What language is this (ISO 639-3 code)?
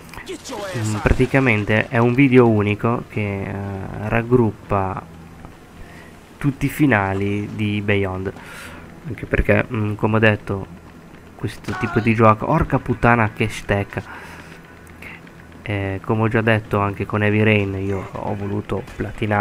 ita